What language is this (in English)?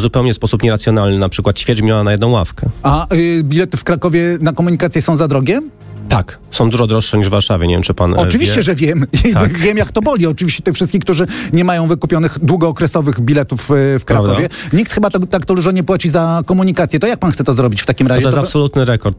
Polish